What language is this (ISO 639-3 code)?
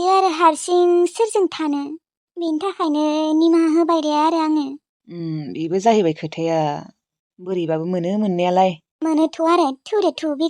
brx